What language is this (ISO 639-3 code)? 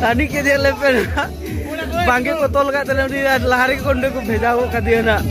sat